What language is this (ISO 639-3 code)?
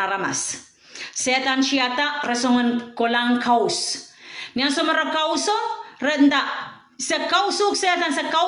pon